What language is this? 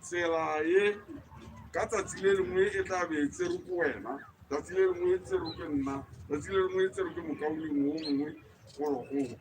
Tswana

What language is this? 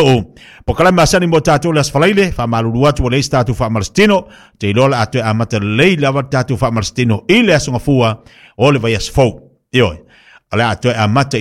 Samoan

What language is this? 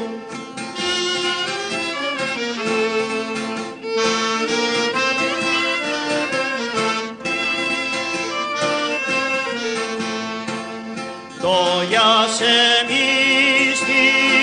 Greek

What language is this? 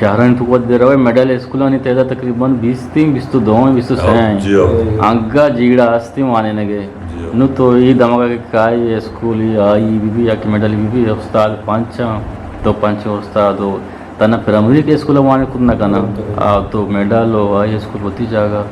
Eastern Balochi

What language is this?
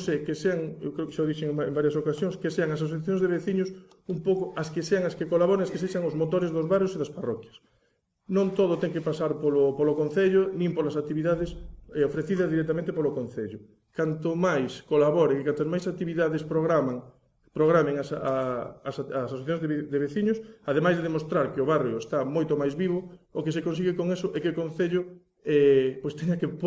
Galician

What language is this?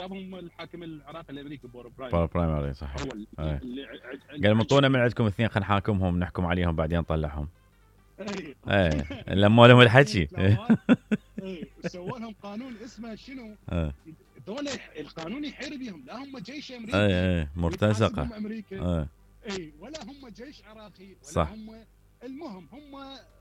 Mesopotamian Arabic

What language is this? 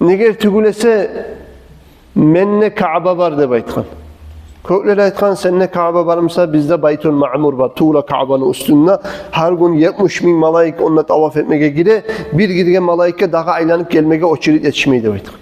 Kumyk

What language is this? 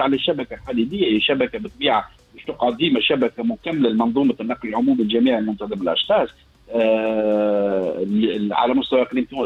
Tunisian Arabic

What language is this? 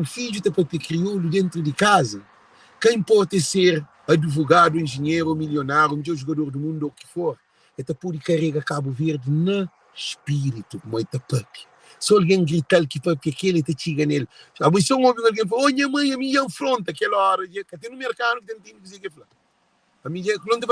Kabuverdianu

